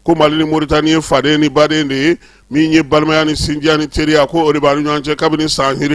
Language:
Bambara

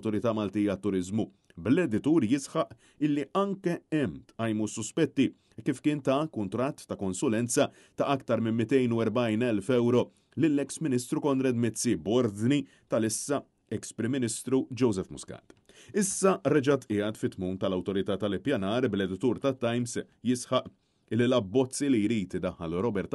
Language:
Maltese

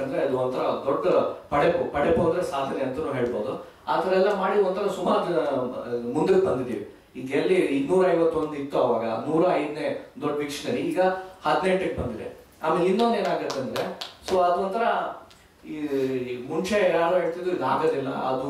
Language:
Kannada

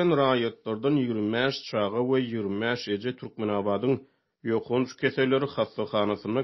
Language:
Turkmen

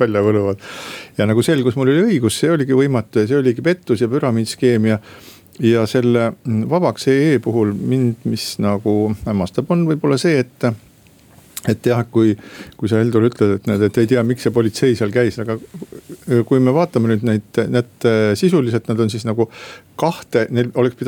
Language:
Estonian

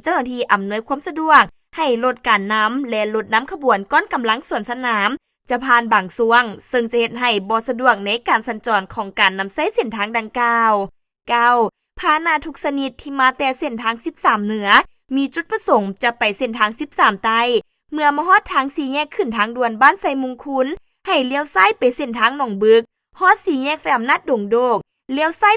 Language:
Lao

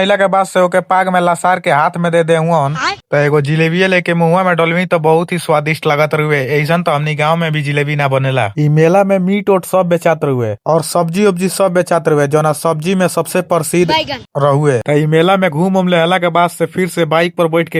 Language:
Bhojpuri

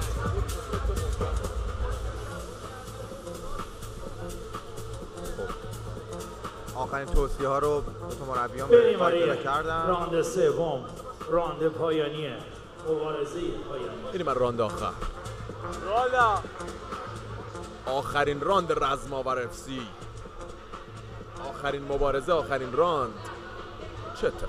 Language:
Persian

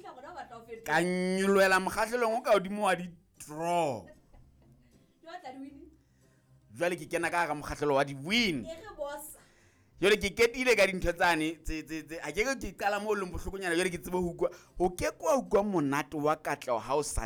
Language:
Southern Sotho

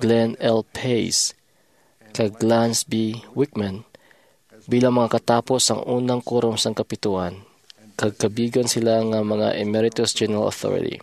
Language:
Hiligaynon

